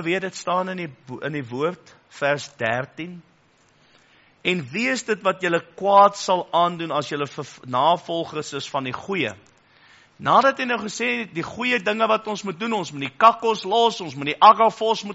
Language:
Afrikaans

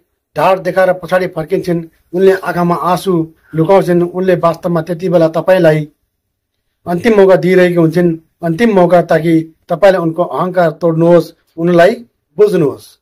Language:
Nepali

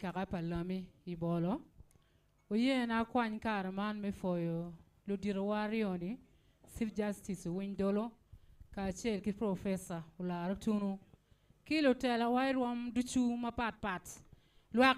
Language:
Acoli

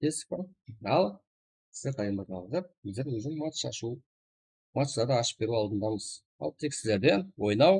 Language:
Kara-Kalpak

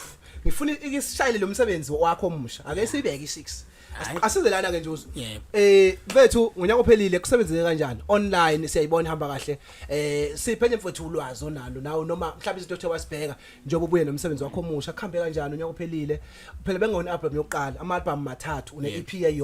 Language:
Zulu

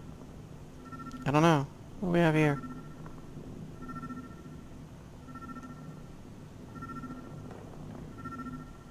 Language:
English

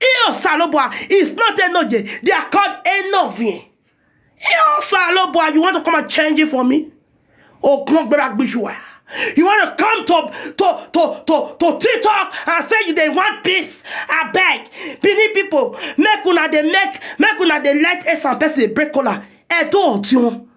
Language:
Nigerian Pidgin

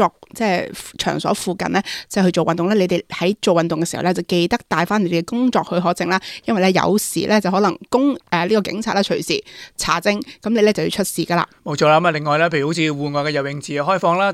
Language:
Cantonese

